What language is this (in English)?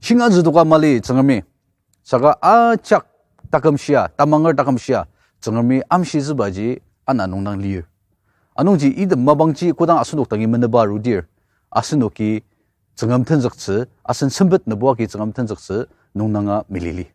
Ao Naga